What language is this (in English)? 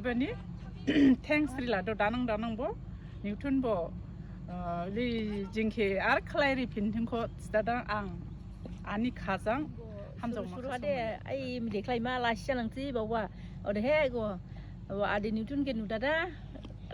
Dimasa